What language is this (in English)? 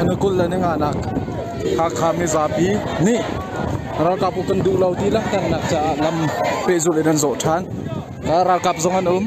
Hakha Chin